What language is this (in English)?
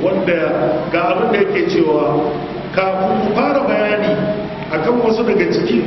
Hausa